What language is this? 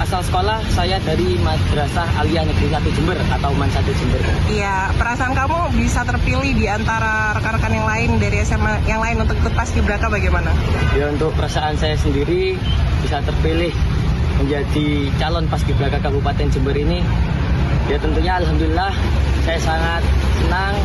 Indonesian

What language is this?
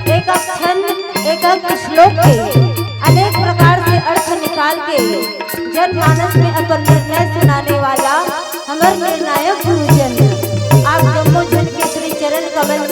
Chhattisgarhi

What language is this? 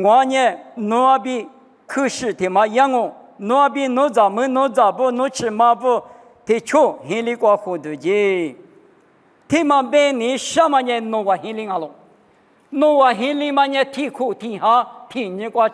Lisu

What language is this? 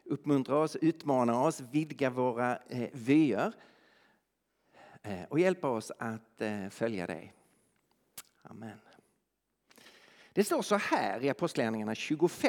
Swedish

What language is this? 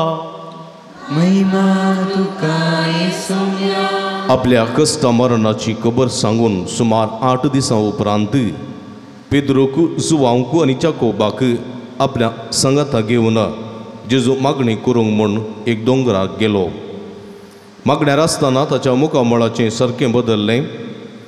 Konkani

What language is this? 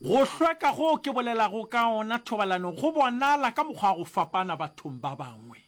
Northern Sotho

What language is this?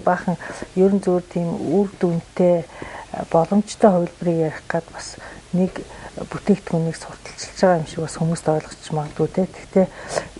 Mongolian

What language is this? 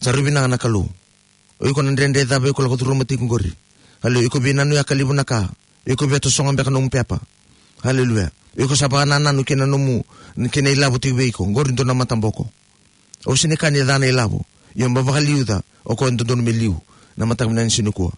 Fijian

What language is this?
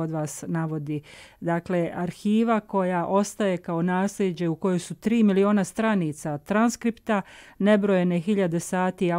Bosnian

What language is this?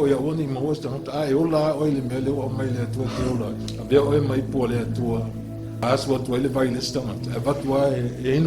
Samoan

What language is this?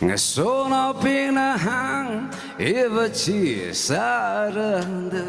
Tangkhul Naga (India)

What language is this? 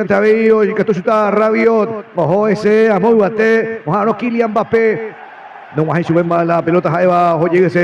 Guarani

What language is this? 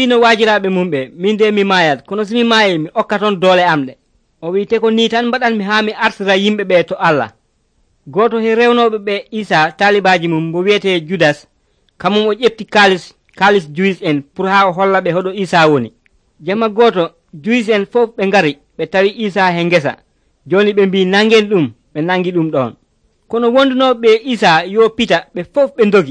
Nigerian Fulfulde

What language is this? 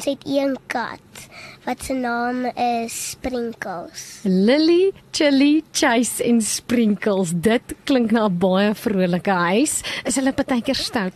Afrikaans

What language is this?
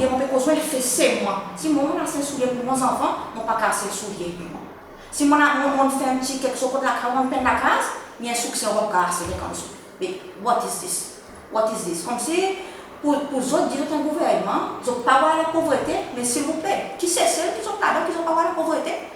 Seselwa Creole French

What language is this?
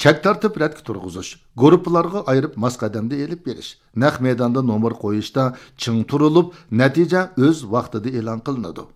Uyghur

